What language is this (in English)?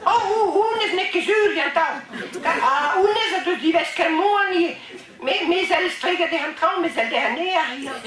Breton